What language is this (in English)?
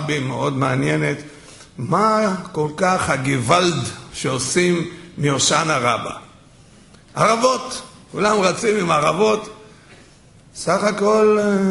Hebrew